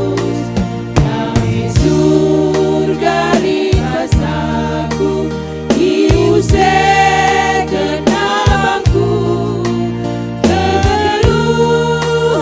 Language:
Batak Karo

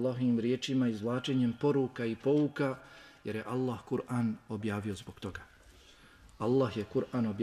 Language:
Bosnian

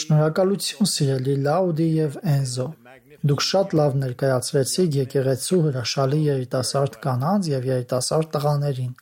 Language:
Armenian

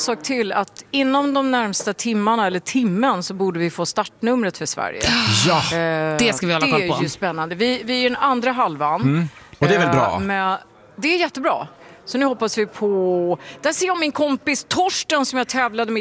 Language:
Swedish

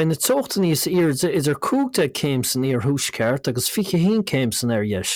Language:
Irish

